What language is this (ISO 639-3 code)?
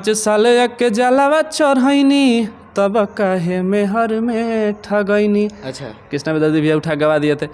bho